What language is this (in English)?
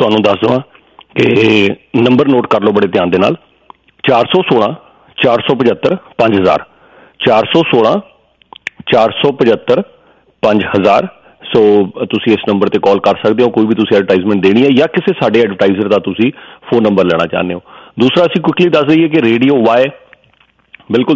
Punjabi